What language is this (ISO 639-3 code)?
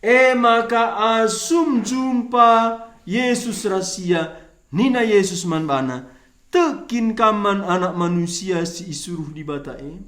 btx